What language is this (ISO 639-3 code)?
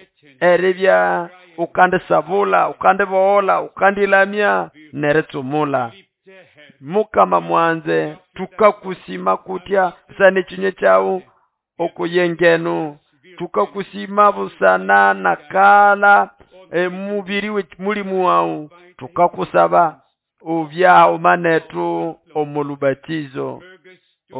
nnb